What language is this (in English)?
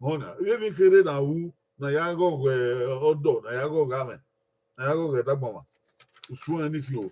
Bini